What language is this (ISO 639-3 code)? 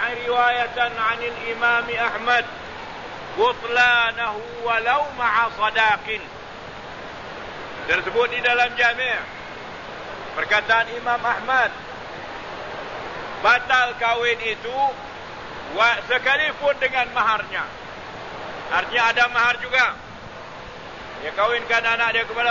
msa